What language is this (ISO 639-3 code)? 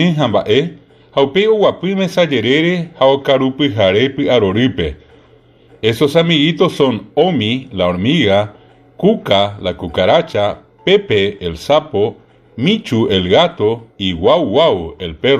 grn